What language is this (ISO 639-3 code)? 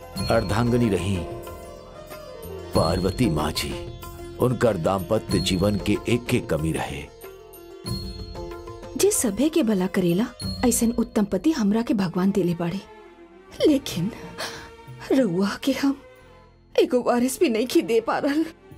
bho